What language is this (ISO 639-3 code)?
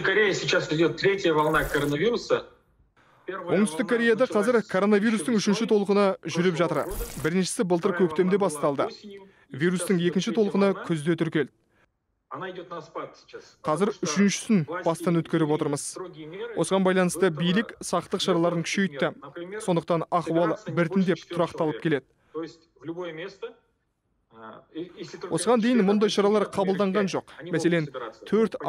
kaz